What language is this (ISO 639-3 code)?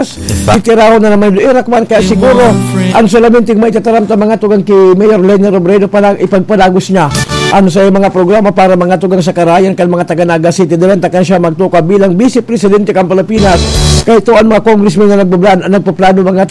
bik